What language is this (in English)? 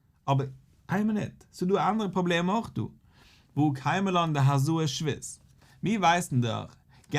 Yiddish